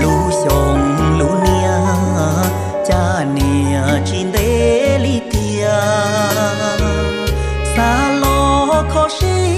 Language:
Hmong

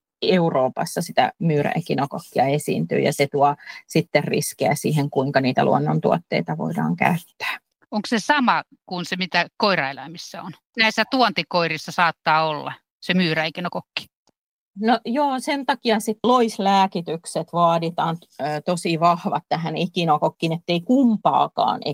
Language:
Finnish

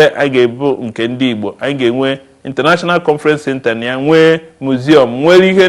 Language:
Igbo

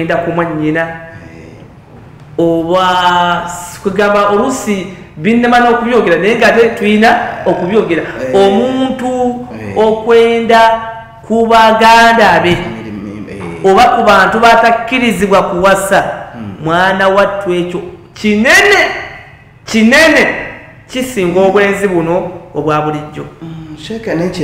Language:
Ganda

